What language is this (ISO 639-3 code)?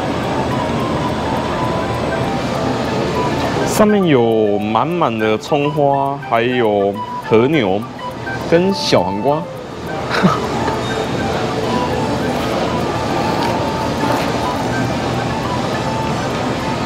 zho